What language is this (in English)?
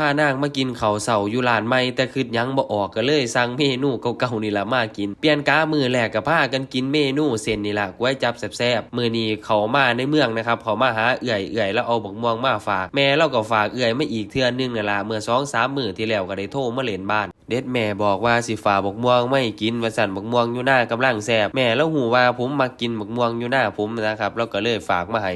Lao